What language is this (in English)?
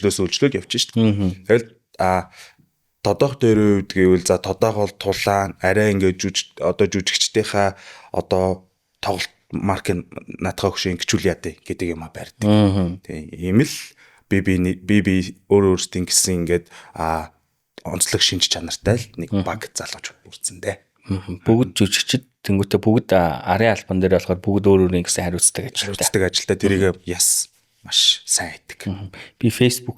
Mongolian